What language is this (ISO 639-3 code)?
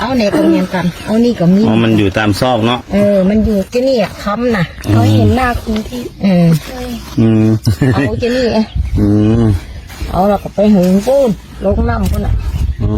lao